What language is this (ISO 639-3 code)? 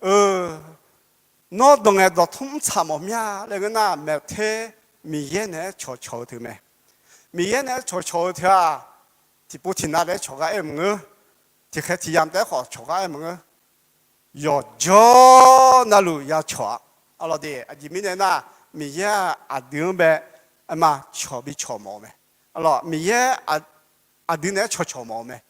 ahk